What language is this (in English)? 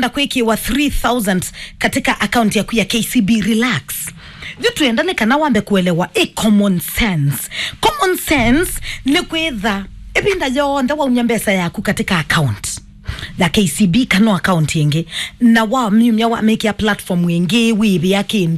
Kamba